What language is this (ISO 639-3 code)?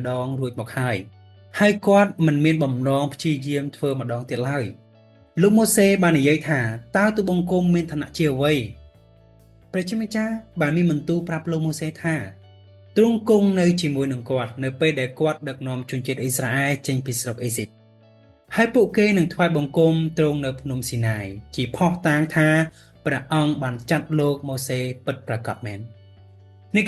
khm